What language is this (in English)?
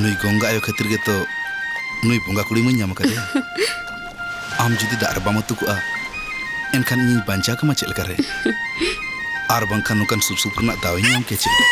Santali